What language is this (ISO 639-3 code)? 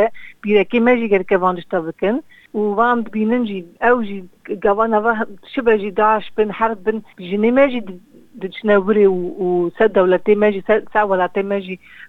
kur